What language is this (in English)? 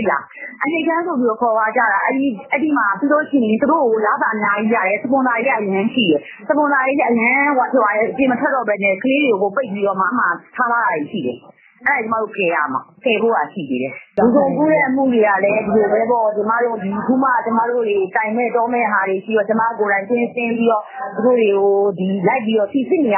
Burmese